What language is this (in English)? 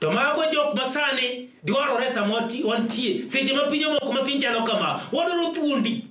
Luo (Kenya and Tanzania)